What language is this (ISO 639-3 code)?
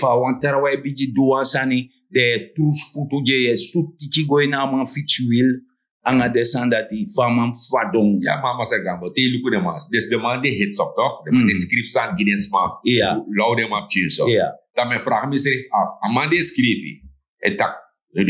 srn